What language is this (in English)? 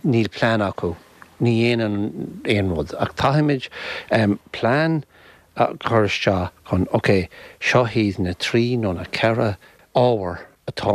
Irish